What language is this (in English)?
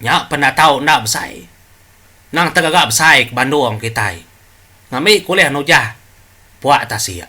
Iban